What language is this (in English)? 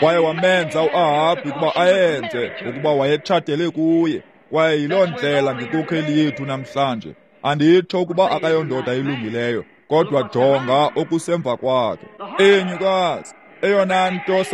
Xhosa